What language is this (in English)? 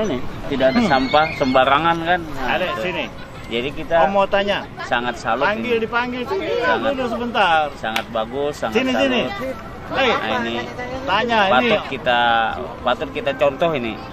Banjar